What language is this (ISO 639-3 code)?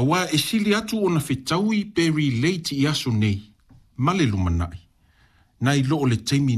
smo